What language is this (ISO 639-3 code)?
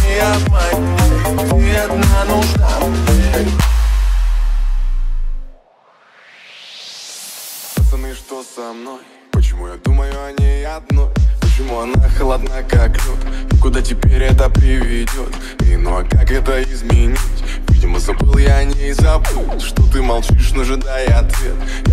rus